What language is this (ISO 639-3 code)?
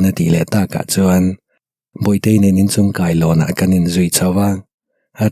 lus